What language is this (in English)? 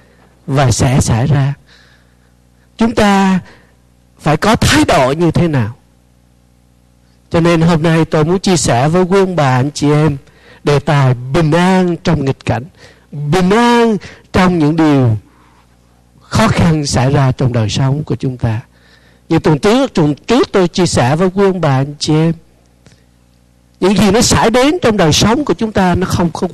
Vietnamese